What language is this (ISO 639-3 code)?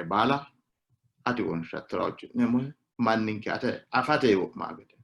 sid